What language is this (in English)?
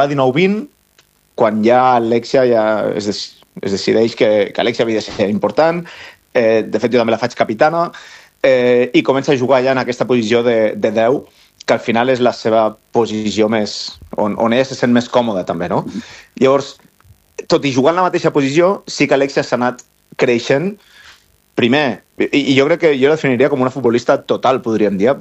Catalan